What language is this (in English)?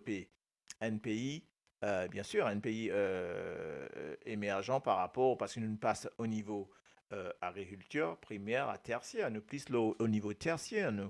Morisyen